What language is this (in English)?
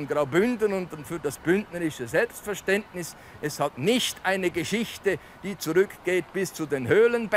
Romansh